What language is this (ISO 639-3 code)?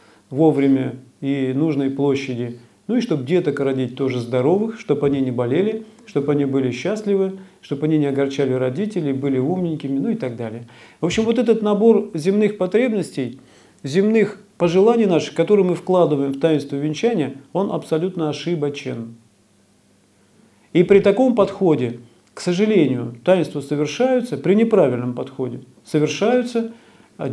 rus